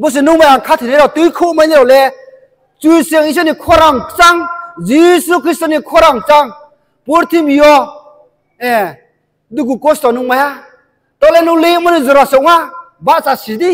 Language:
Riang (India)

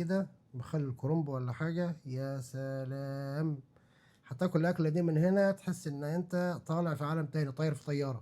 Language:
Egyptian Arabic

